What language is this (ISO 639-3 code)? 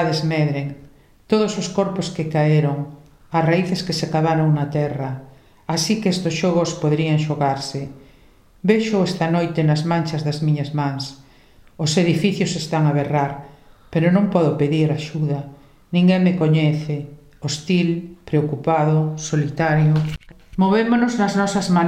glg